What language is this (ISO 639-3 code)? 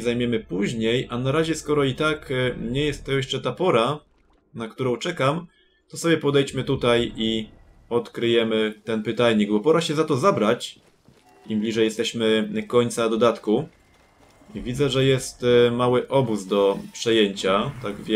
pol